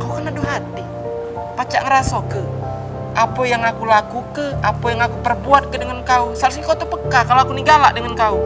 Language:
Musi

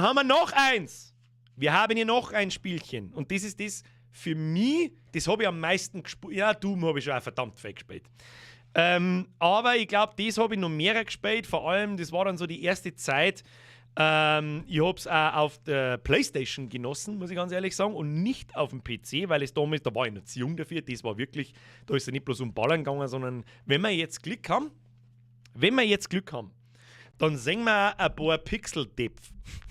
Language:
Bavarian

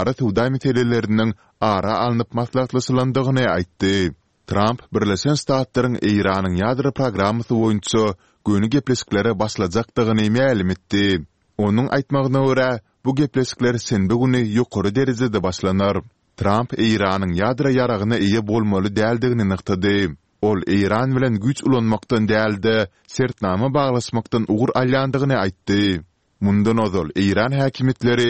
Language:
Kyrgyz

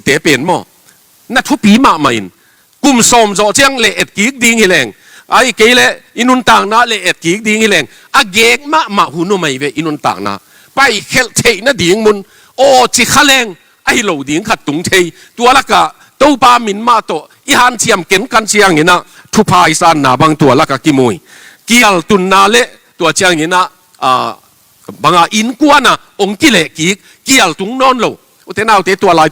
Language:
Tedim Chin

